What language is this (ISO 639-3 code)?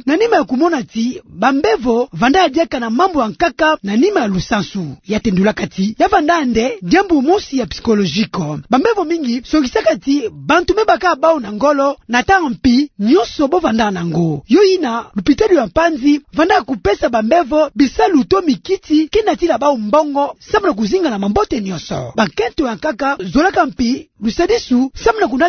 ktu